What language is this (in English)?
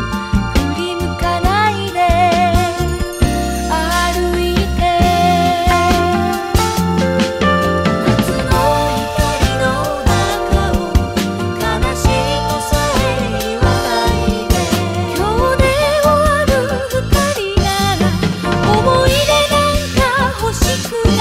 Japanese